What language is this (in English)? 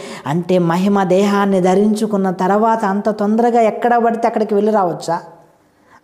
Telugu